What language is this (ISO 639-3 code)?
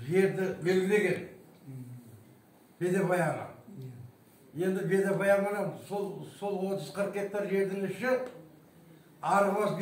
kaz